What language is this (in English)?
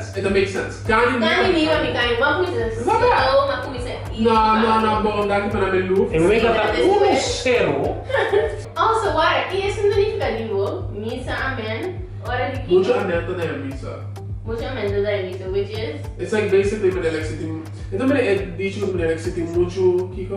Papiamento